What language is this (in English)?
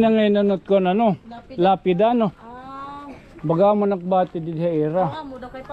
Waray